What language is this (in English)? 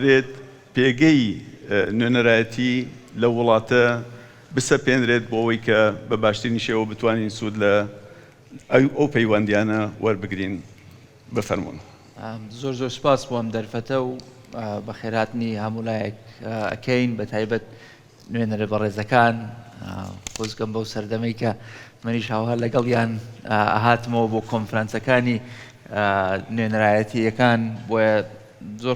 Central Kurdish